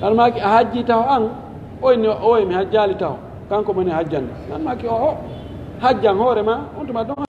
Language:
Pular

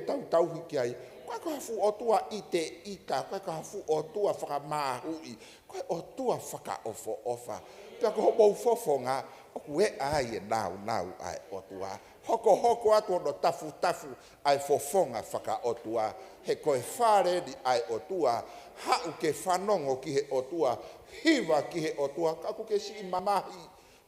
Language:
Tongan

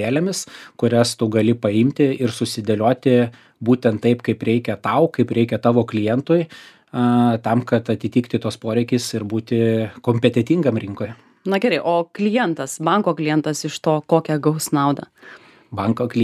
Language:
Lithuanian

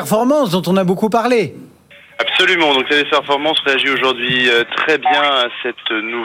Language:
French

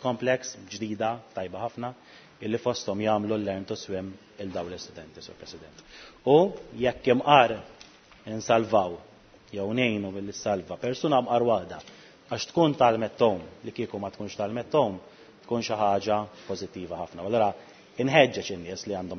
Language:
Maltese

